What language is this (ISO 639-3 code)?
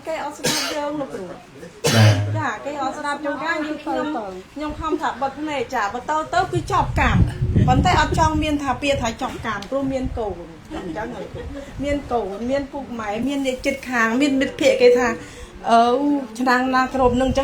khm